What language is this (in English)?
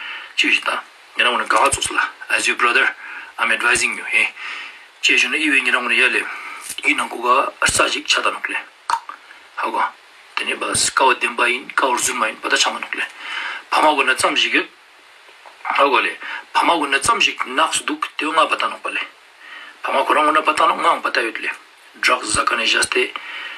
Ladakhi